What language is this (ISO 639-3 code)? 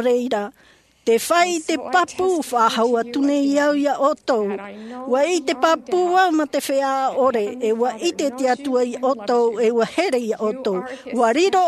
tah